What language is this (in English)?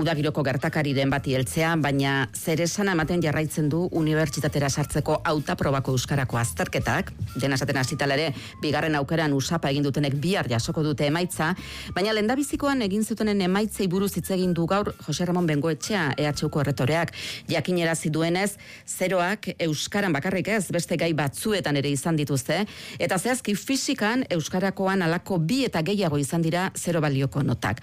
Basque